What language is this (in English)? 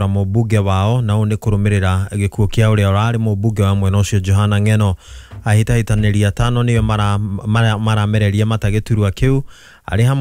Kikuyu